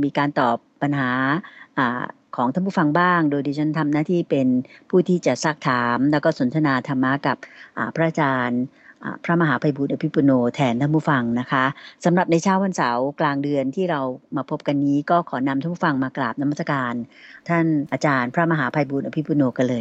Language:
Thai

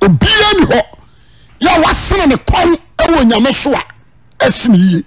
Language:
Akan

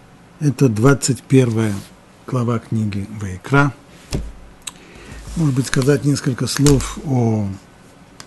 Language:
Russian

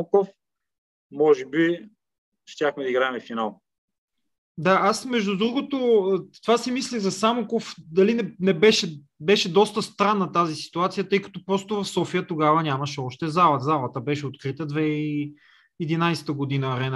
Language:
Bulgarian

